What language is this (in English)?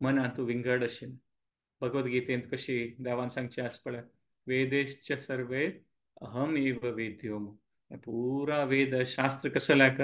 Konkani